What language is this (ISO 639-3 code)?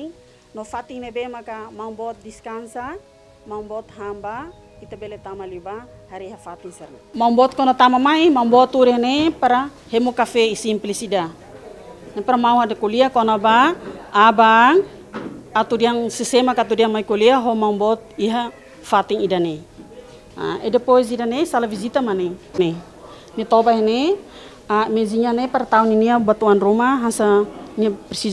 tet